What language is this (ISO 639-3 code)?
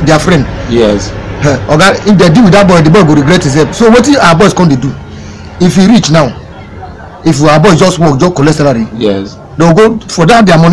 pcm